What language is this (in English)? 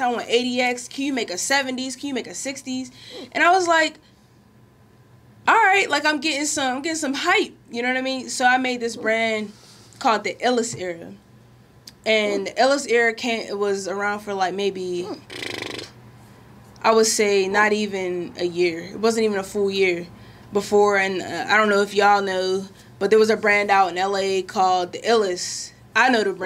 English